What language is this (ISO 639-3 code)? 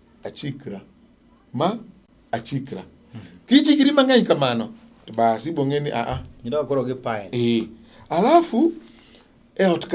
luo